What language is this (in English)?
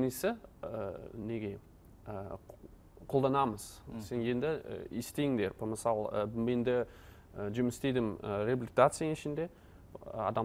Kazakh